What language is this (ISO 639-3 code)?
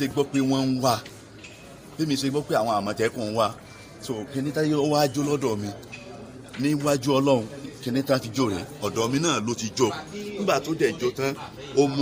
yor